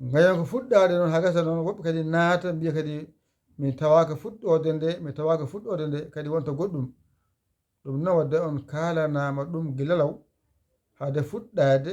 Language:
Fula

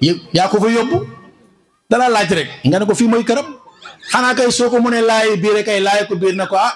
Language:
Wolof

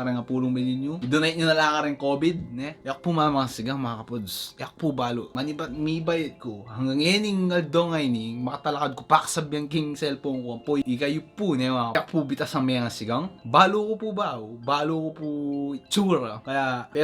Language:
Pampanga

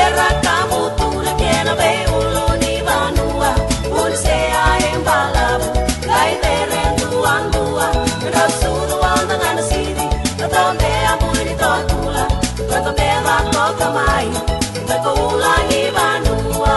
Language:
Fijian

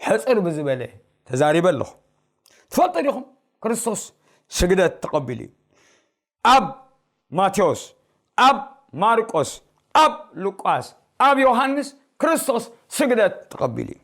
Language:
Tigrinya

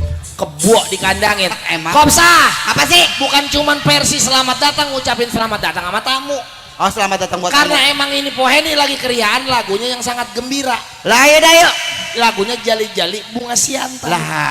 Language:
Betawi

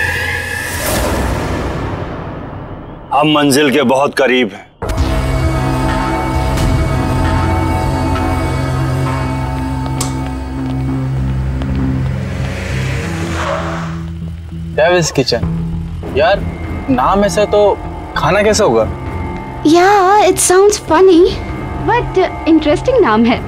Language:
Hindi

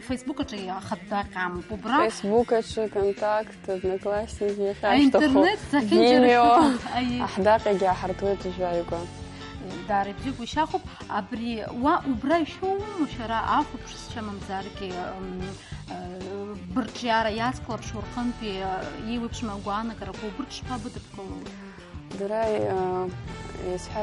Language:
Abkhazian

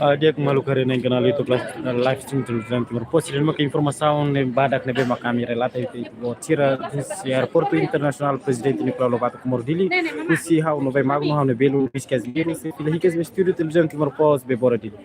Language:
Tetum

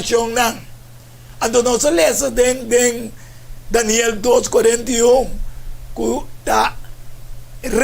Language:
Papiamento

